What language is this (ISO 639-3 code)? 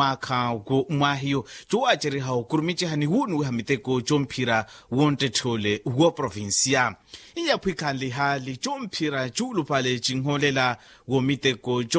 vmw